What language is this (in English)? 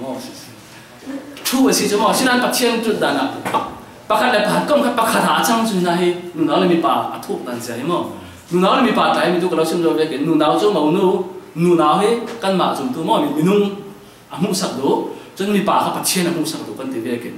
Falam Chin